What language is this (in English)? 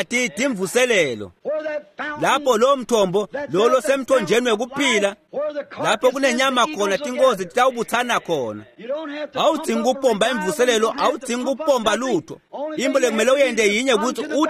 Swati